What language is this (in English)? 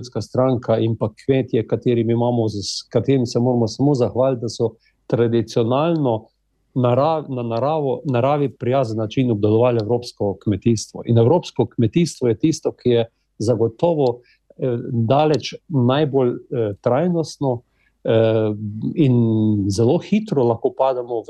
Slovenian